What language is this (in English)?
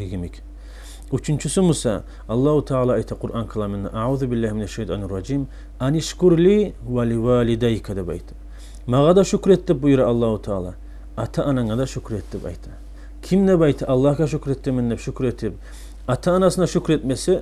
Kumyk